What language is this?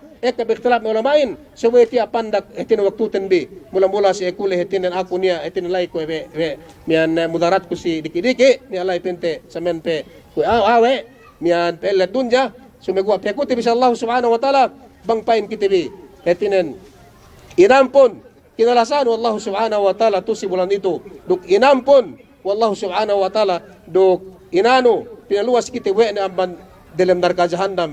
Yakan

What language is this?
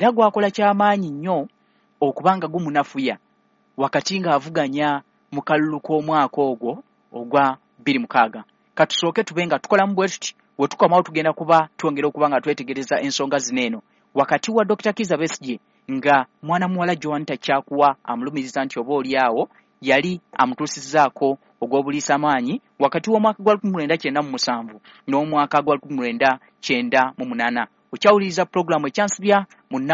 Ganda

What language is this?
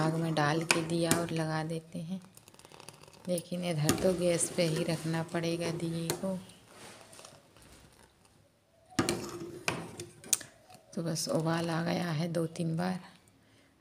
Hindi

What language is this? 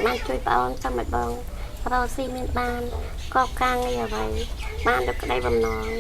Khmer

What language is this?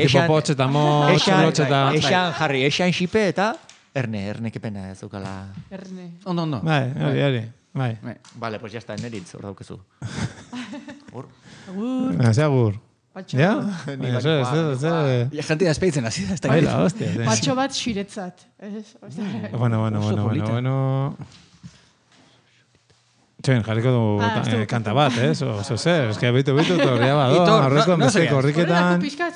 Basque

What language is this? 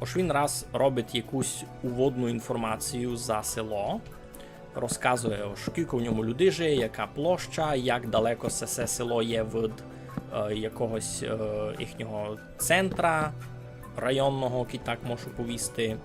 Rusyn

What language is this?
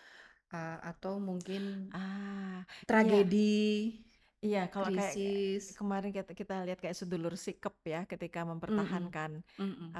Indonesian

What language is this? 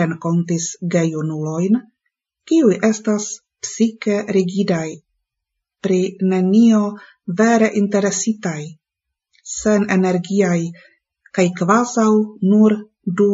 Esperanto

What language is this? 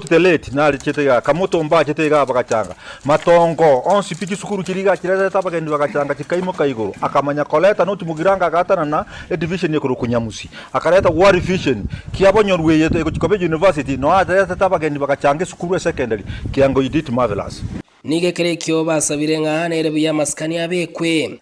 Gusii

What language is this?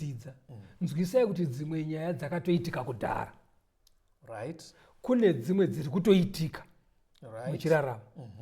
Shona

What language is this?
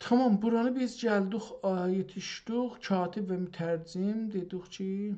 South Azerbaijani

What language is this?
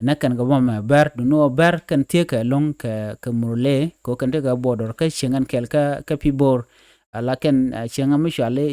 Nuer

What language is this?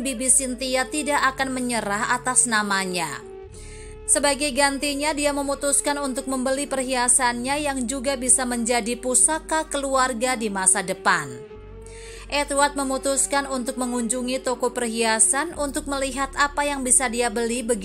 Indonesian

